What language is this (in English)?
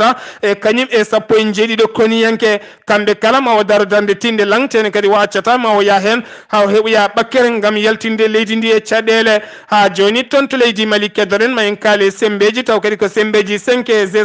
Fula